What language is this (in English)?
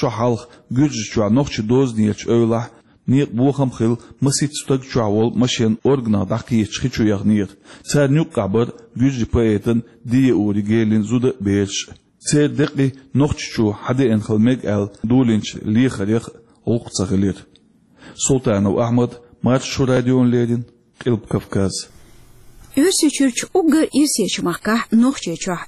Chechen